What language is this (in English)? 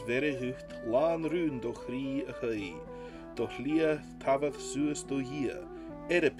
Scottish Gaelic